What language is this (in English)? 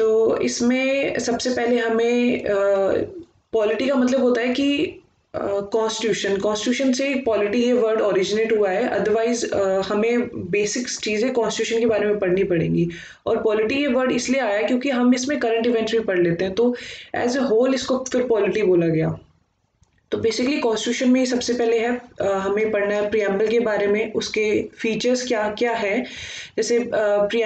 Hindi